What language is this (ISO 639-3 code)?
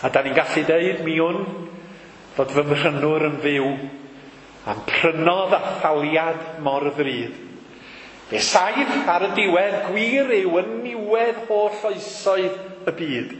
cym